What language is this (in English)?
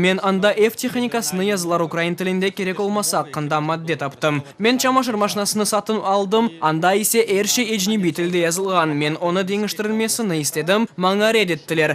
Crimean Tatar